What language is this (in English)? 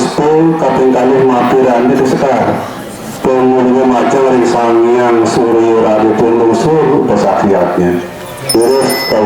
Balinese